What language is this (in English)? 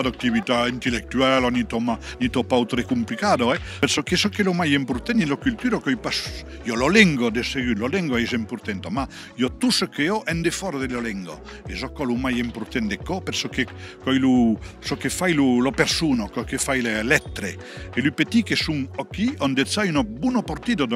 Occitan